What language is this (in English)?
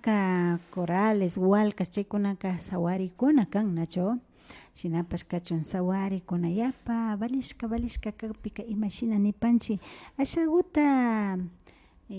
Imbabura Highland Quichua